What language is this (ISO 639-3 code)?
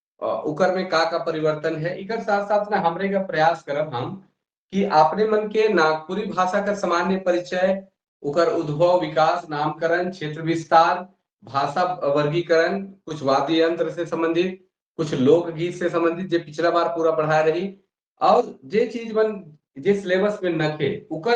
sck